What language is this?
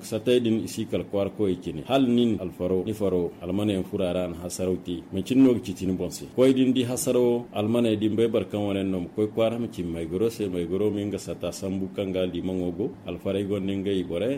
Zarma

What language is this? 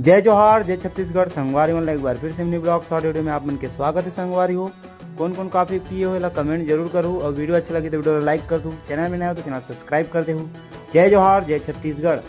Chhattisgarhi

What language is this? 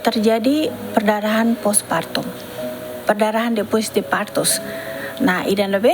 Tetum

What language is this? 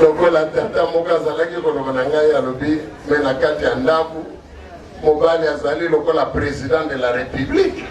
Lingala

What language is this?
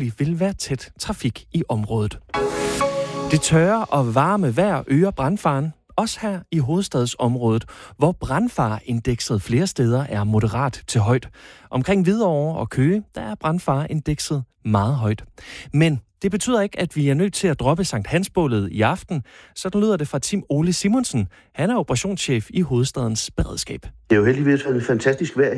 Danish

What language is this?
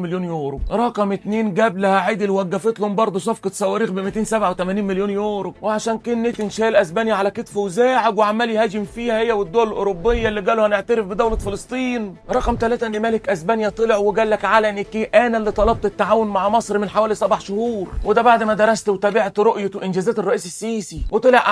Egyptian Arabic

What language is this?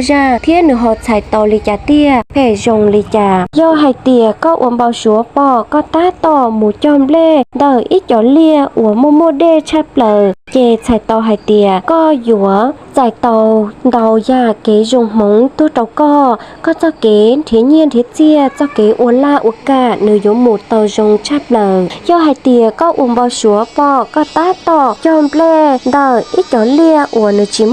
Hmong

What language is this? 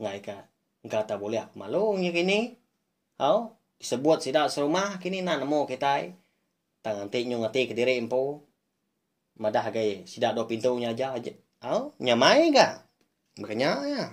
Iban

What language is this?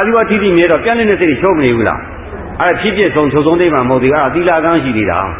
Burmese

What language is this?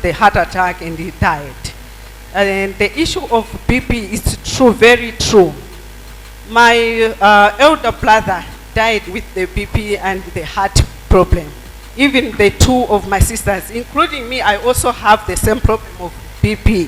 Nyanja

